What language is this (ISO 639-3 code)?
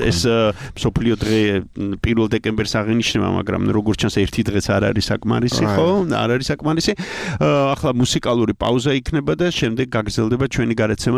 kat